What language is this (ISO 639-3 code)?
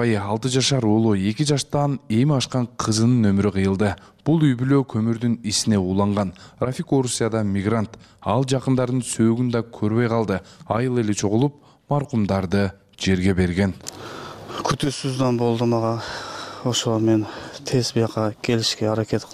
kir